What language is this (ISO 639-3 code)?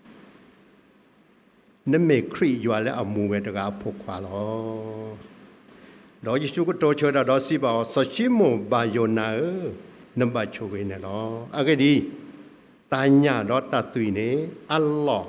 ksw